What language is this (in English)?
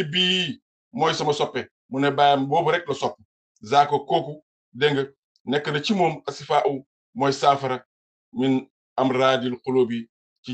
Wolof